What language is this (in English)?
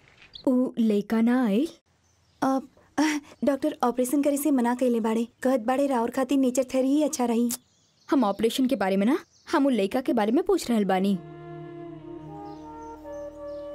Bhojpuri